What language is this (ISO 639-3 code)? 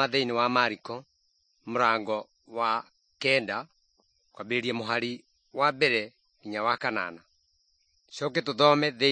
kik